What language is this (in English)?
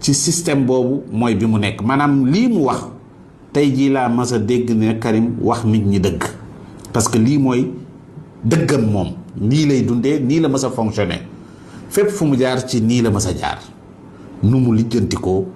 Wolof